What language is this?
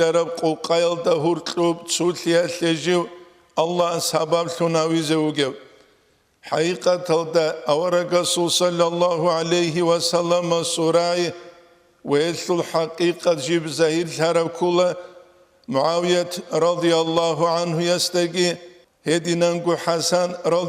Avaric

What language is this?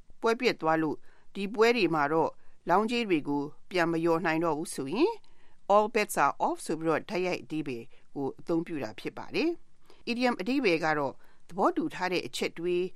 Burmese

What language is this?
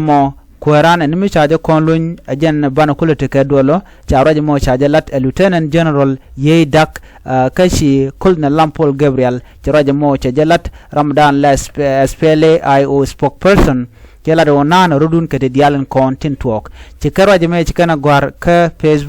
Nuer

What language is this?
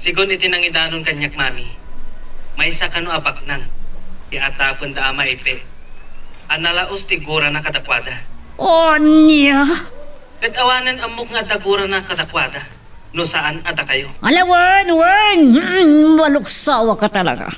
Iloko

